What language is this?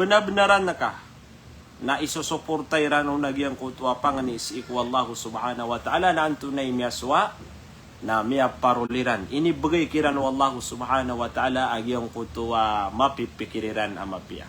Maranao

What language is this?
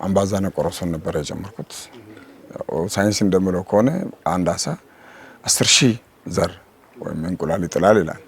Amharic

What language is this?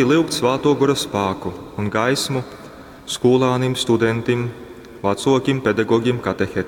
Latgalian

